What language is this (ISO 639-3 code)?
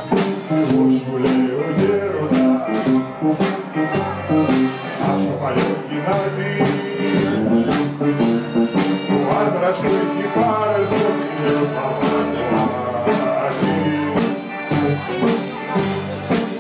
ell